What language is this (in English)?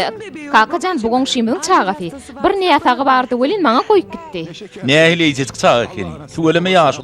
Turkmen